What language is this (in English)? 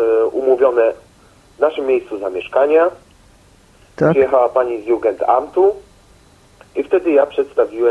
Polish